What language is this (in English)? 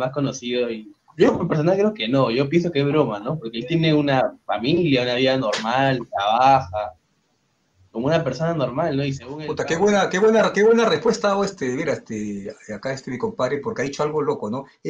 Spanish